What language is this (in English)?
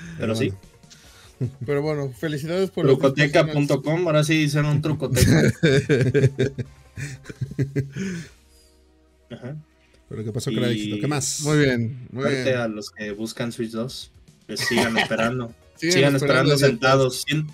Spanish